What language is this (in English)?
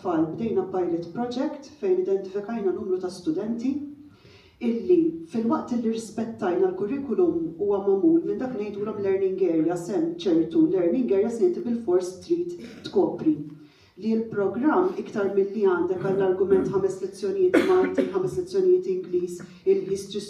Maltese